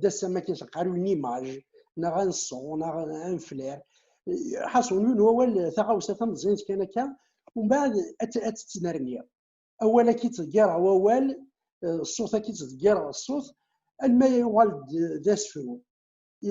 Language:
Kabyle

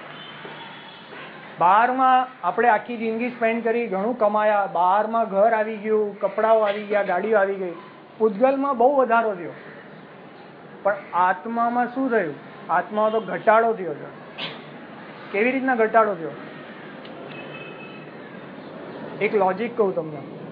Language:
Gujarati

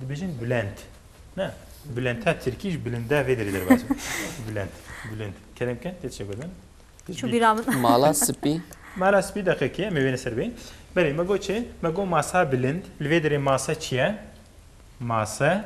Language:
Kurdish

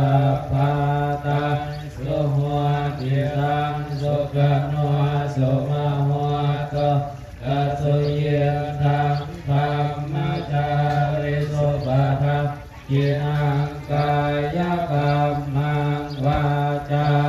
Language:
Pali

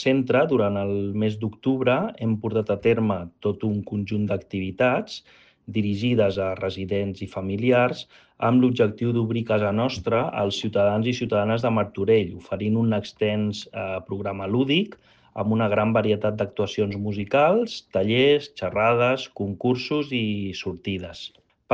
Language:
Catalan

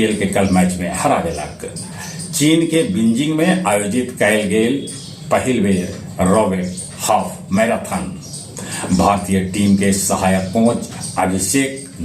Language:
Magahi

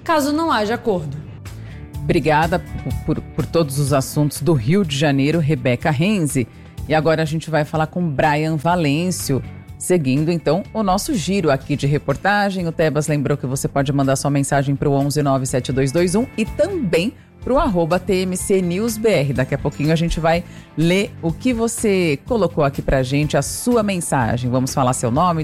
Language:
Portuguese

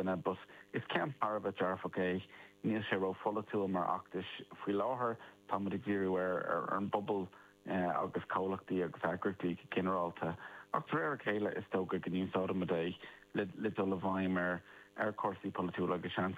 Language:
Irish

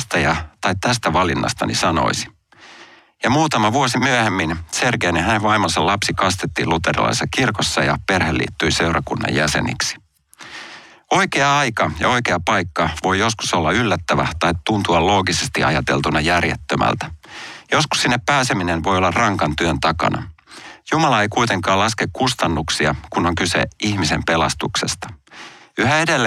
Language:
Finnish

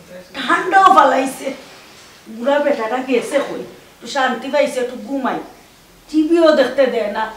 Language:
Sylheti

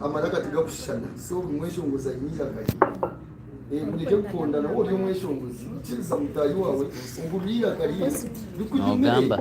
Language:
Nyankole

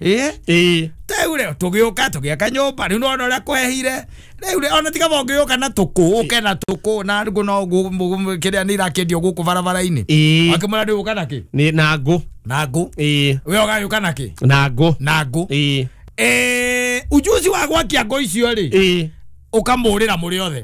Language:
Kikuyu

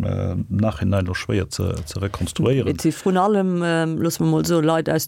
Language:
Luxembourgish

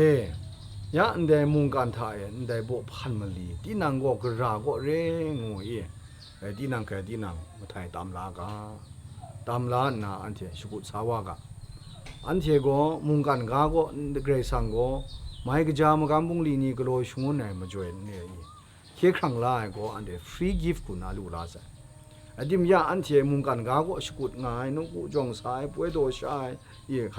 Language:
Kachin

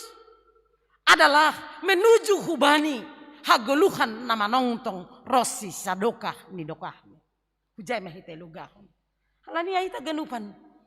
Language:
Batak Simalungun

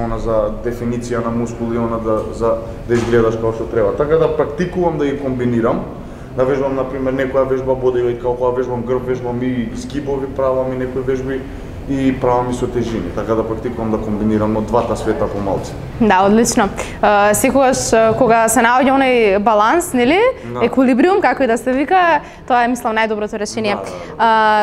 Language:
Macedonian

